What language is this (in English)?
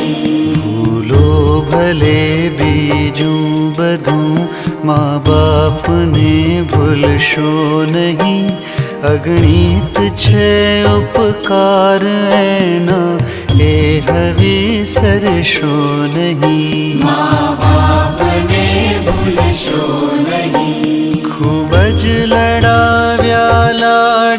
Gujarati